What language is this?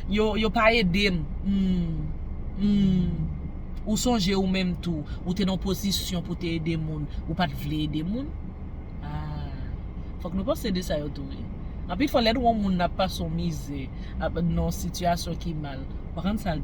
Haitian Creole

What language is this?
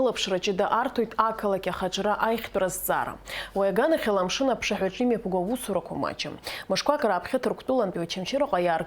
Abkhazian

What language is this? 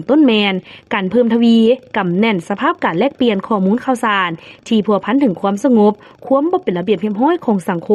Lao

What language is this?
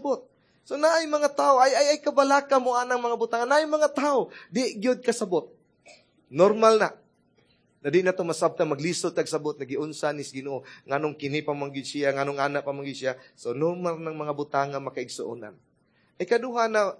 Cebuano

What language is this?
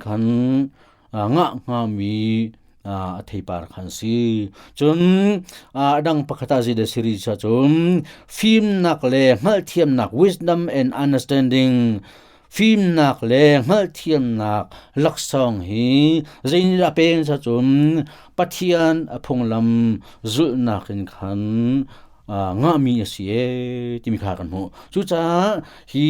Hakha Chin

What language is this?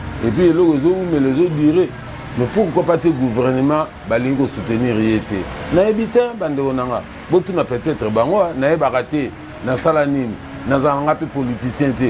Lingala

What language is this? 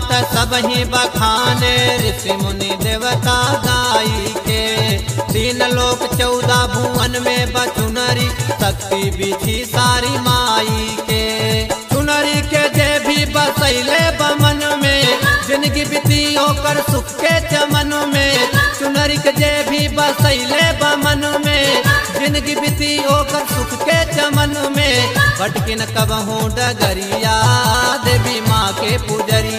Bhojpuri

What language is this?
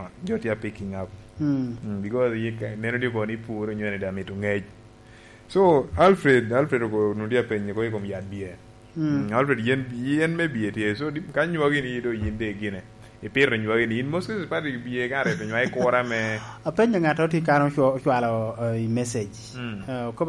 Lango (Uganda)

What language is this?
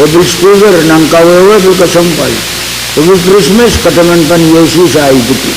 Pohnpeian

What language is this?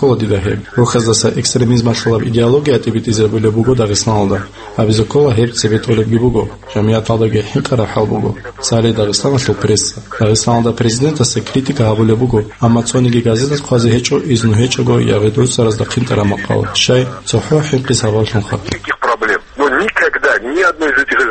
Avaric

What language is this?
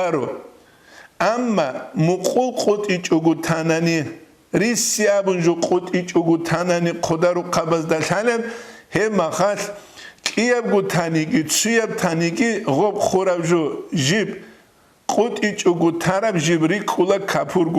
Avaric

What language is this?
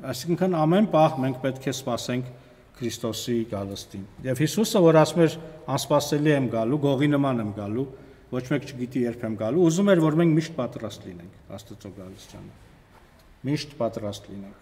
Armenian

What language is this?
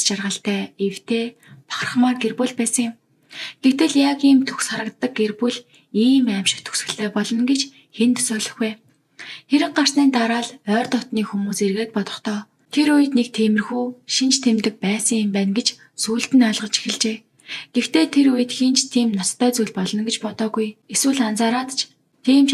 Mongolian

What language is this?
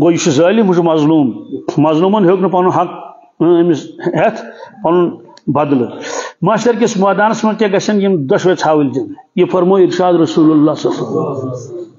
Kashmiri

